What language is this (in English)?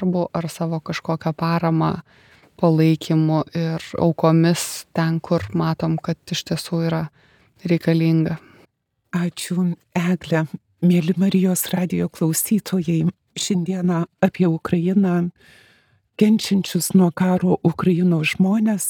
Lithuanian